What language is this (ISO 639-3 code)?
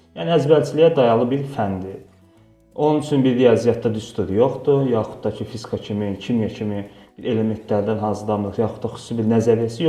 aze